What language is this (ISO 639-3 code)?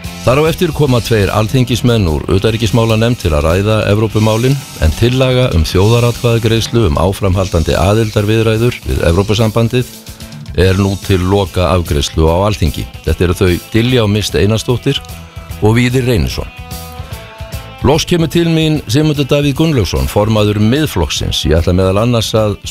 isl